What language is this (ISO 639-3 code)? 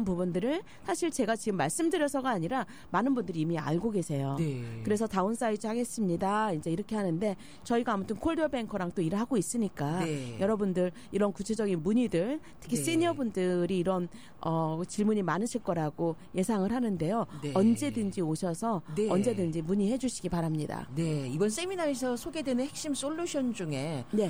kor